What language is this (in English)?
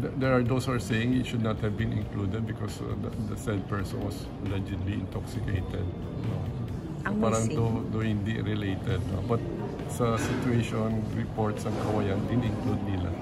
Hiligaynon